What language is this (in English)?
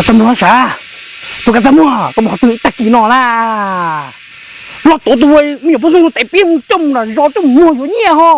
Hmong